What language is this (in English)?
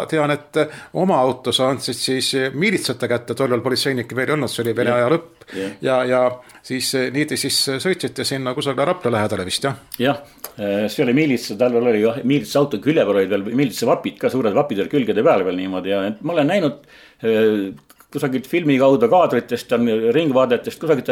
Estonian